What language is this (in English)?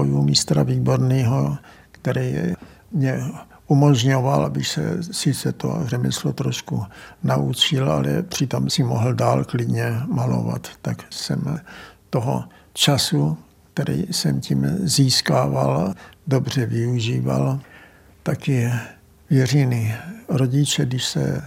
Czech